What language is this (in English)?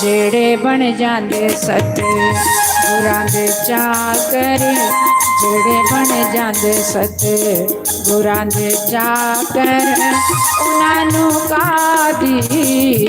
Dogri